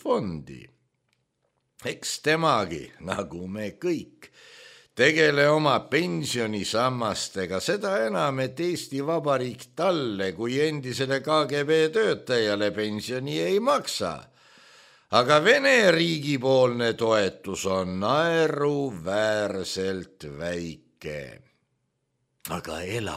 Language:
Estonian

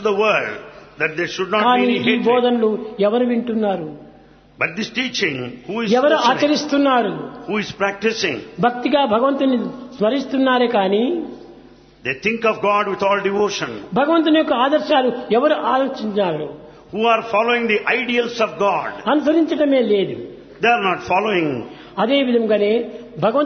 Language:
Telugu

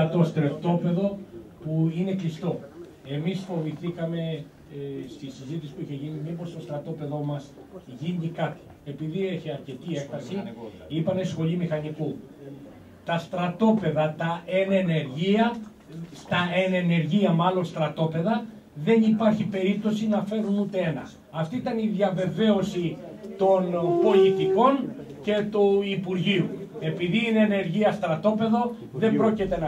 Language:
Greek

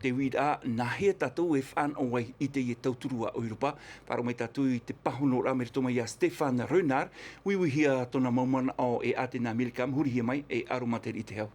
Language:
Tahitian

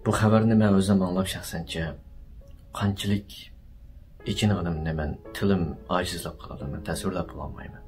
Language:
Uyghur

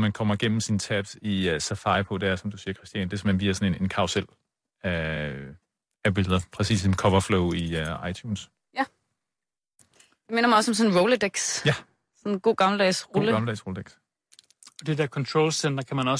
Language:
Danish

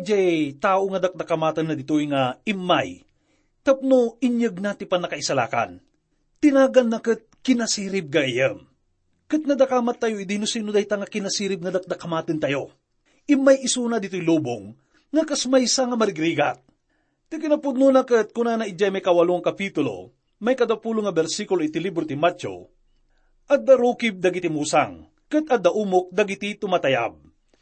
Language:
Iloko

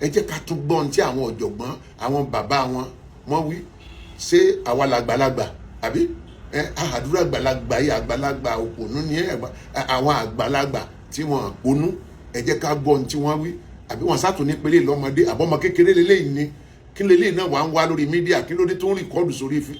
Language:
Yoruba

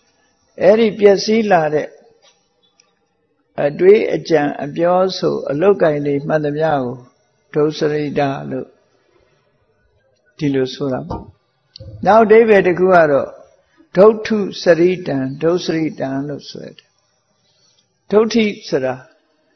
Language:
Burmese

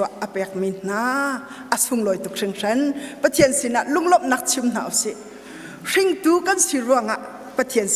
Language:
Hakha Chin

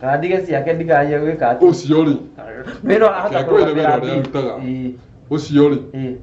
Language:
Kikuyu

